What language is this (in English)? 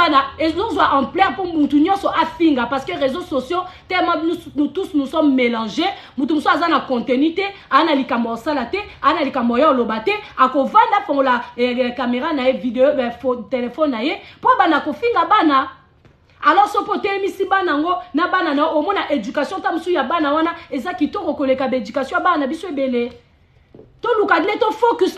Lingala